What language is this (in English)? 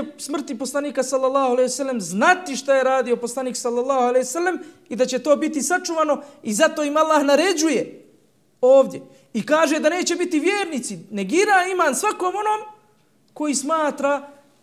Bosnian